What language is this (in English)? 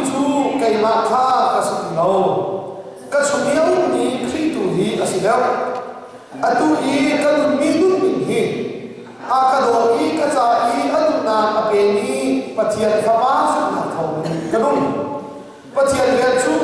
Hakha Chin